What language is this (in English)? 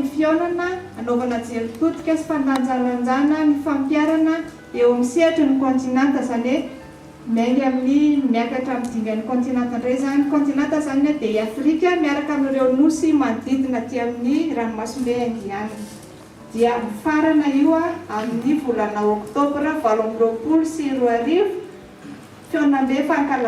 Malagasy